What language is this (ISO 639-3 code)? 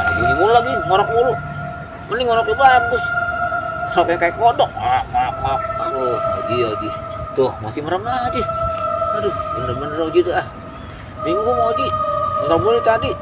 bew